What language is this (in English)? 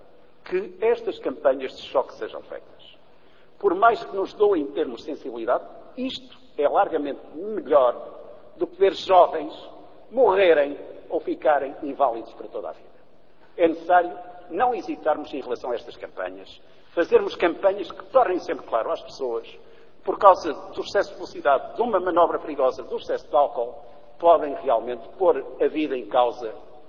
Portuguese